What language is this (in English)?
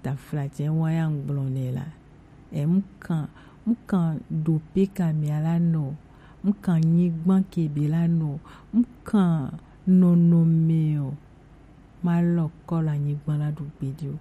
Gen